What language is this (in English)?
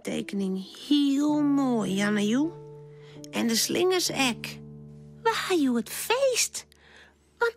Western Frisian